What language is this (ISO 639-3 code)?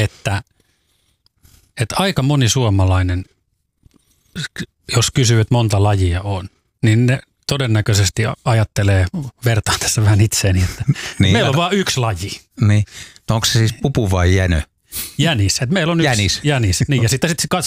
fin